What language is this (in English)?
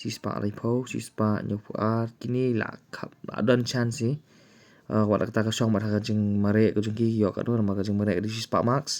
Khasi